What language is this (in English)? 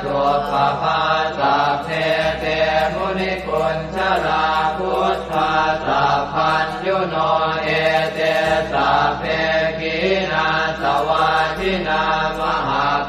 Pali